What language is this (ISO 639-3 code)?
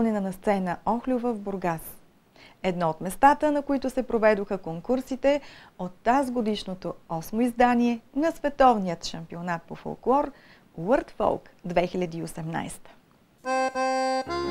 bul